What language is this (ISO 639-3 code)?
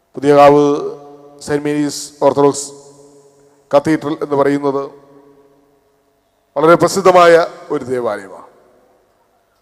mal